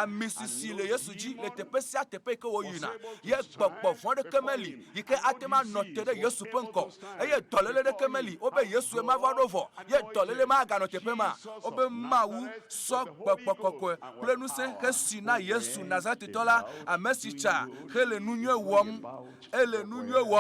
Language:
Ewe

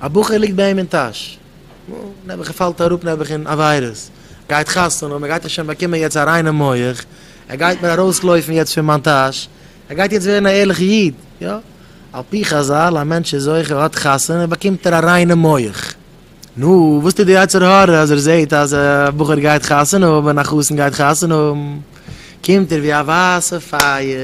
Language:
Yiddish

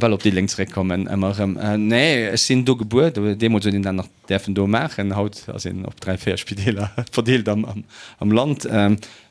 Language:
Luxembourgish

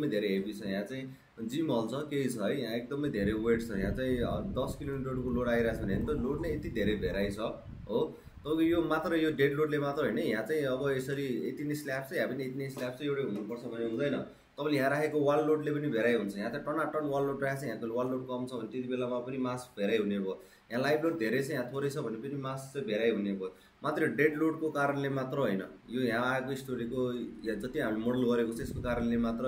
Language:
Nepali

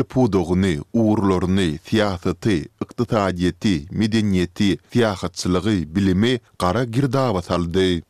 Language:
Turkmen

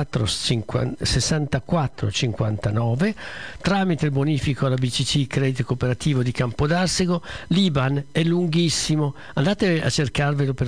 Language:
Italian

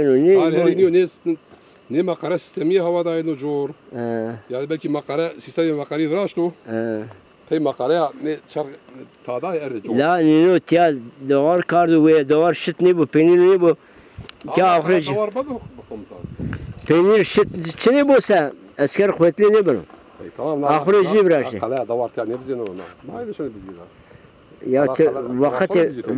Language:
Zaza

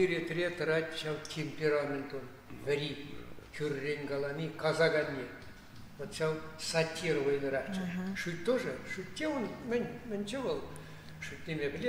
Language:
Chuvash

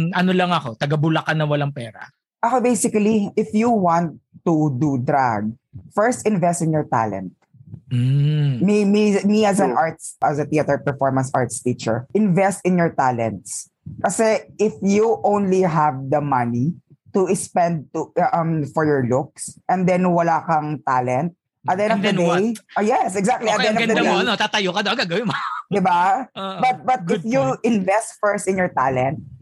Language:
Filipino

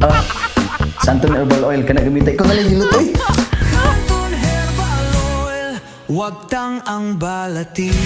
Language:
Cebuano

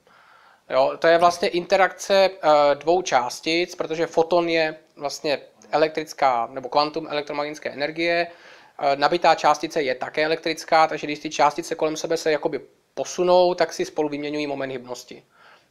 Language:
Czech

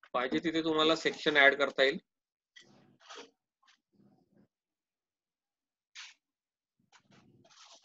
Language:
Marathi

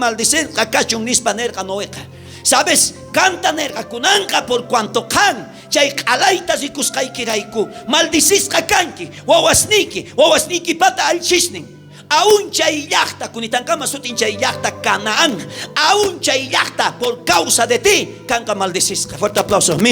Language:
South Bolivian Quechua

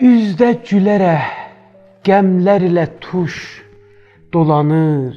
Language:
South Azerbaijani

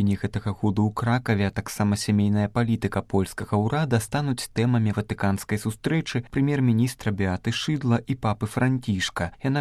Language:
Belarusian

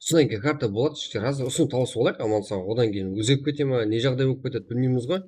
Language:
Kara-Kalpak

